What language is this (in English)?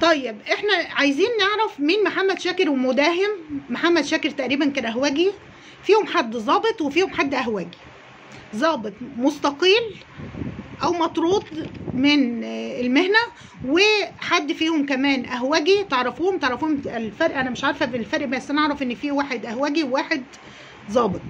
Egyptian Arabic